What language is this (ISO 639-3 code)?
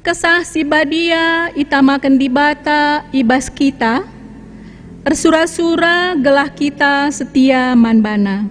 btx